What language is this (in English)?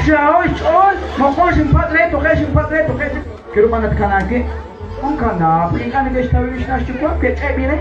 Kekchí